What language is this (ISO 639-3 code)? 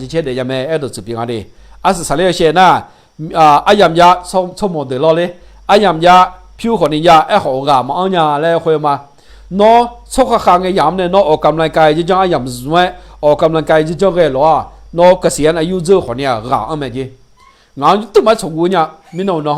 ahk